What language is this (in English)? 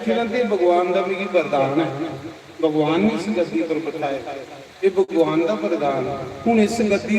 Dogri